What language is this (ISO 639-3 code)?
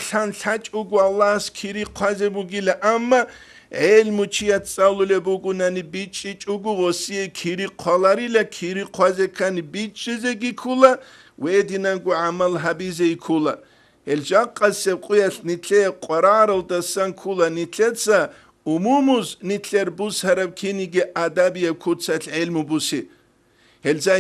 ava